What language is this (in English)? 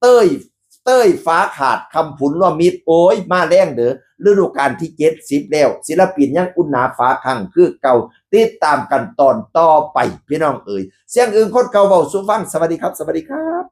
Northeastern Thai